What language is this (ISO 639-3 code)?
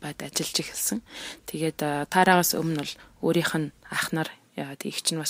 mon